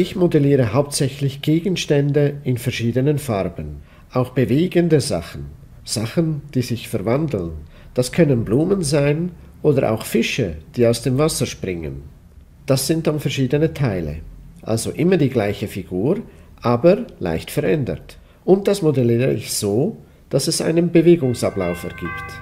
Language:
Swiss German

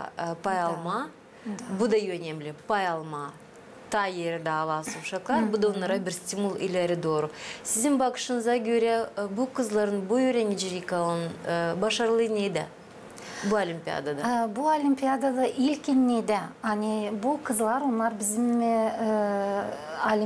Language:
Gagauz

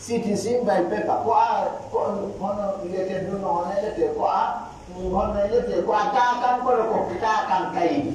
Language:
Pular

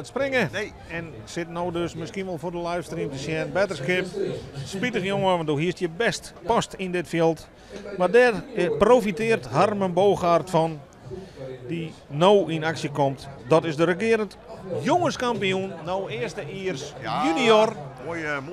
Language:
Western Frisian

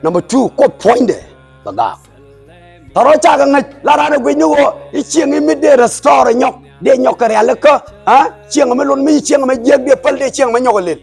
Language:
Nuer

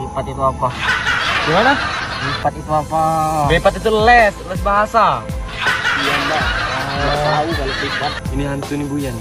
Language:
Musi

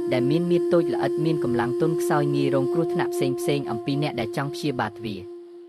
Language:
Khmer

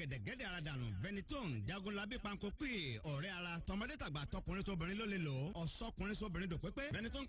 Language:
Yoruba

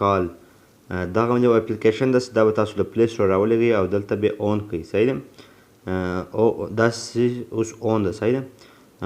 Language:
Pashto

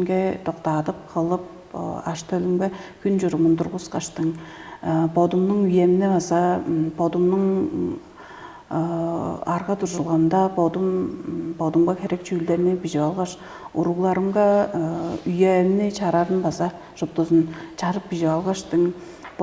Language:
Tuvinian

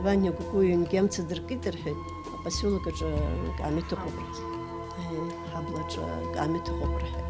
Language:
Abkhazian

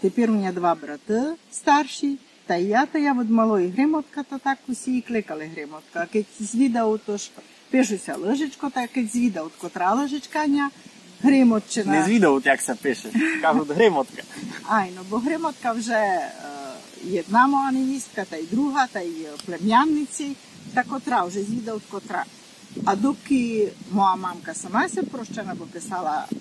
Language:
Rusyn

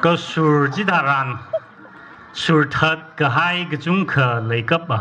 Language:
Tangkhul Naga (India)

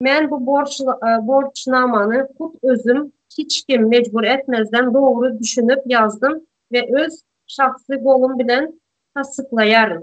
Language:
Turkmen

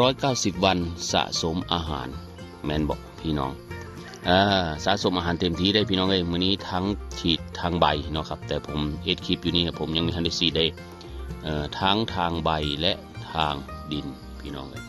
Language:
Northeastern Thai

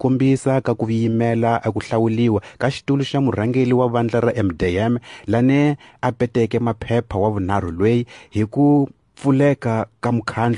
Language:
Tsonga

